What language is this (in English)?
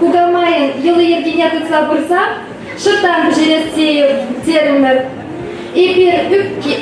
Chuvash